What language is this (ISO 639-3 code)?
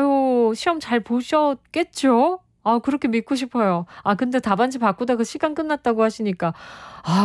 kor